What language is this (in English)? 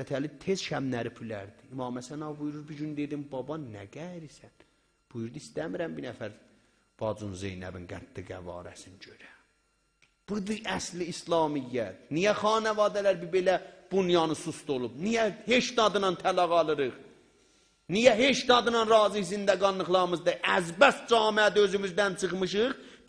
South Azerbaijani